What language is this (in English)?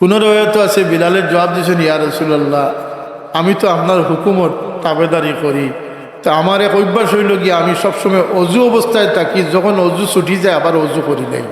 Sylheti